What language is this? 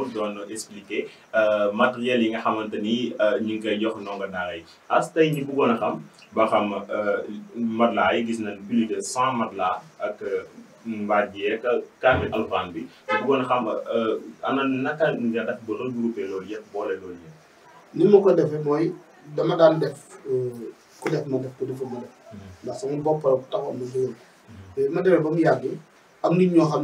Wolof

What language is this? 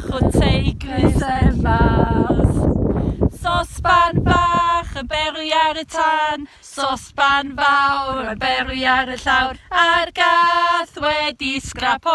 Welsh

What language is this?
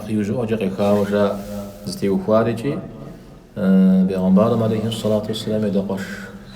Kabardian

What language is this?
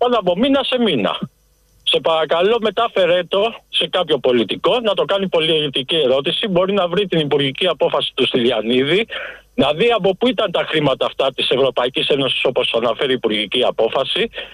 Greek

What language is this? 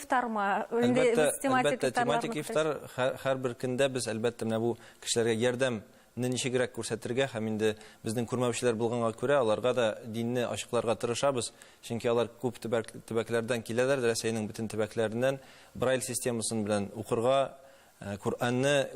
Tatar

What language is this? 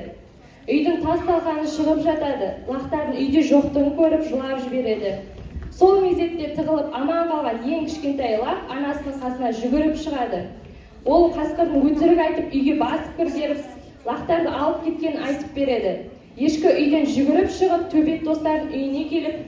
Kazakh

